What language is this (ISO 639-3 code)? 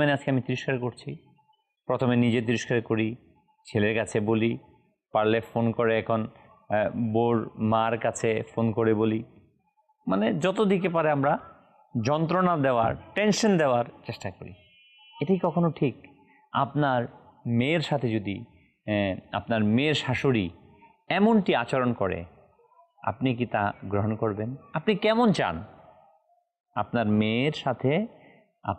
ben